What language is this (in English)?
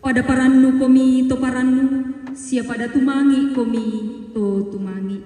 Toraja-Sa'dan